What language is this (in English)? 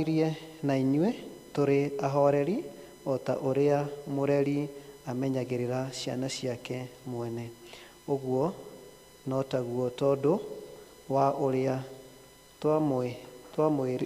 Kikuyu